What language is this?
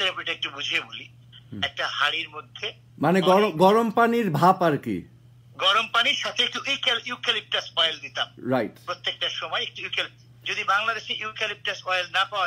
Bangla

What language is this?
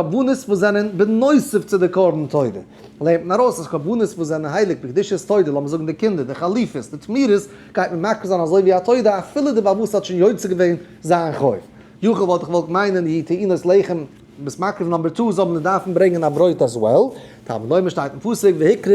Yiddish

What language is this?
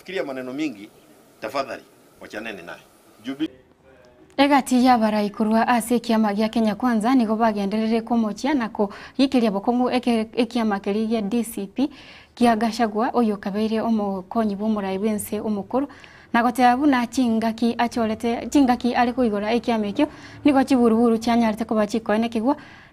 Gusii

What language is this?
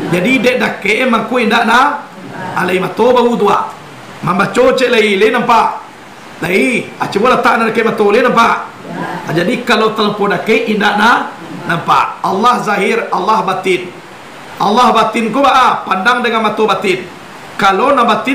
Minangkabau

